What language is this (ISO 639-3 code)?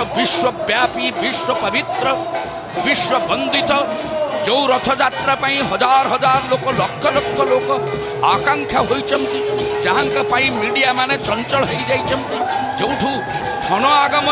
ori